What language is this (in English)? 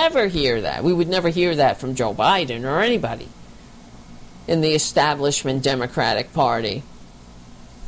English